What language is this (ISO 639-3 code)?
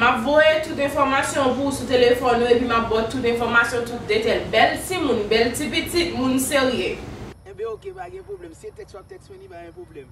hat